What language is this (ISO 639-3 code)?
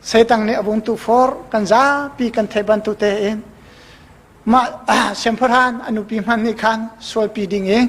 cnh